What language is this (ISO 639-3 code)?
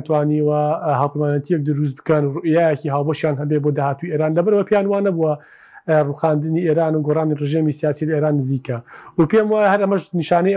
ckb